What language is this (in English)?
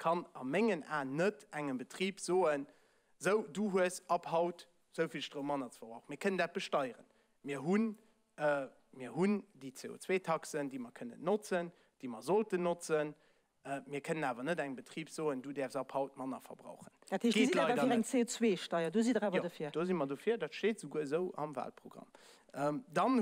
Luxembourgish